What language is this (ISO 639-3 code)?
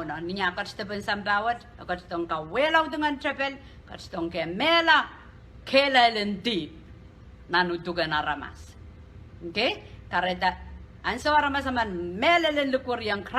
pon